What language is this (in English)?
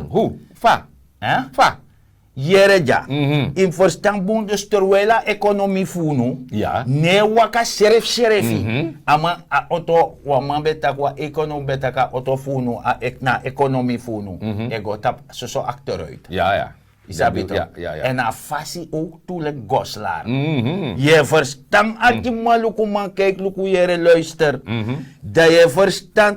Sranan Tongo